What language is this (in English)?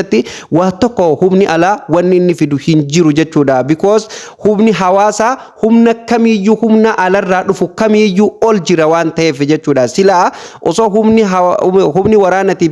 Oromo